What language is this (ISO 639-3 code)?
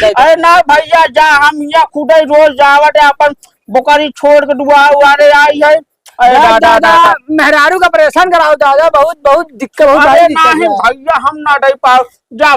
awa